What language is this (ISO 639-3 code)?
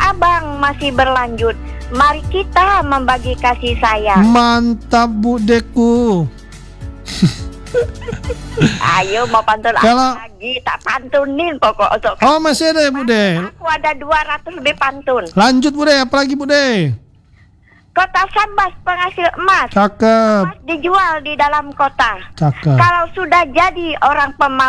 ind